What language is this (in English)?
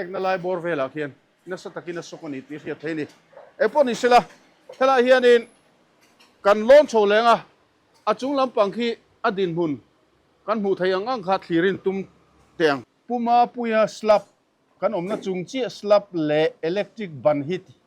Mizo